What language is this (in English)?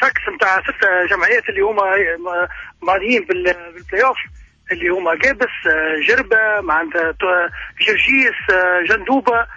Tunisian Arabic